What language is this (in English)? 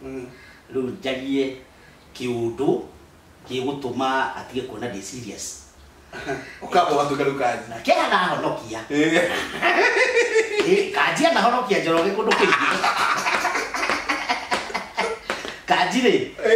Kikuyu